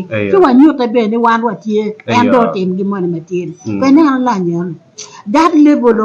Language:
Acoli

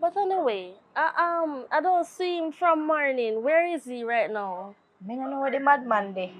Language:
Jamaican Creole English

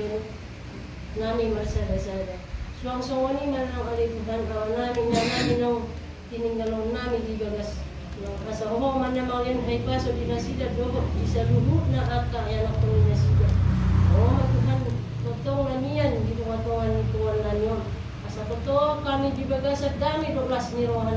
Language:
Batak Toba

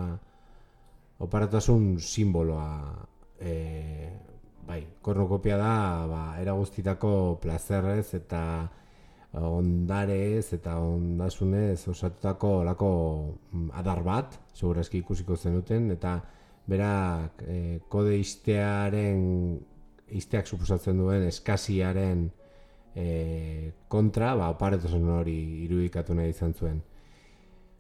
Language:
Basque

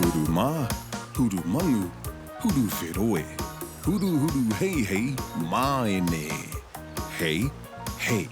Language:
Māori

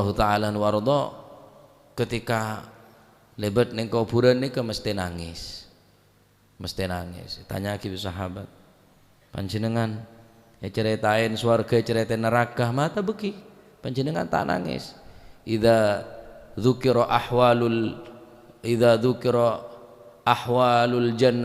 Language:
Madurese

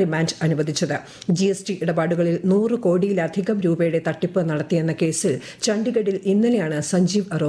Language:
Malayalam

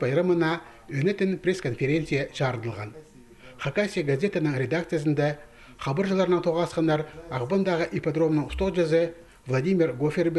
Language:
Khakas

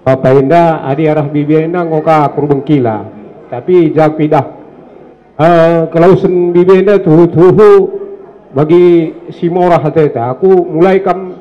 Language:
Batak Karo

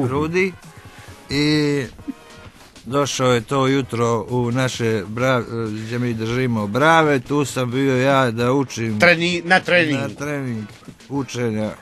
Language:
Croatian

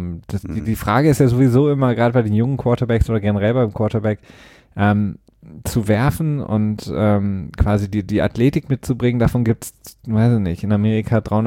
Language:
German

